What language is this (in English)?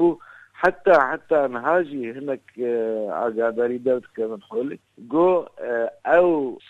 Kurdish